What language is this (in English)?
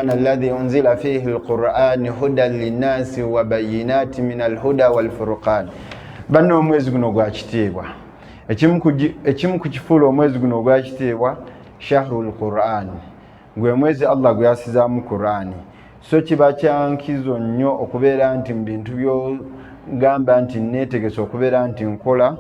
Ganda